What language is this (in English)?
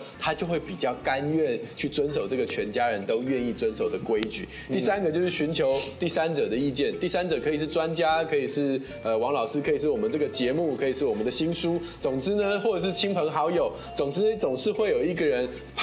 Chinese